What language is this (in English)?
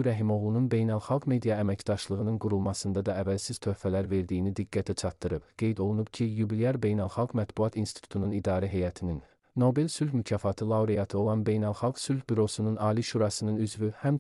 Azerbaijani